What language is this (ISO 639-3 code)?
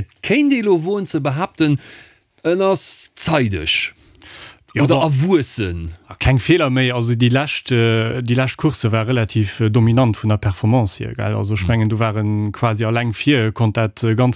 ltz